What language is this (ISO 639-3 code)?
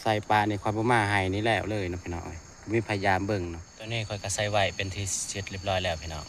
tts